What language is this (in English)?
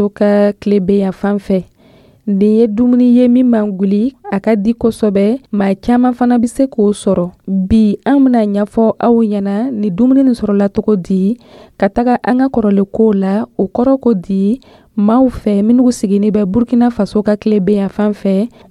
Dyula